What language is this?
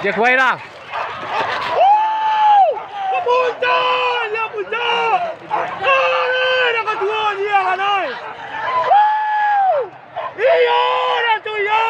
Minangkabau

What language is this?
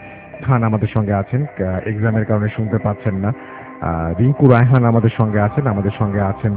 Bangla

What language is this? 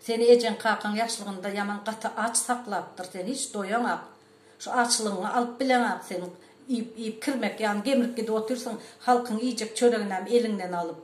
Turkmen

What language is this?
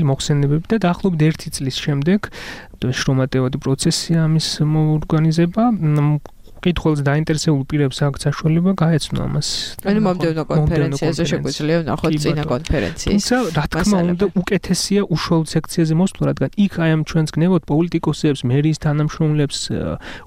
Georgian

